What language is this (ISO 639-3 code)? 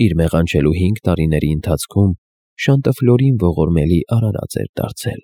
hye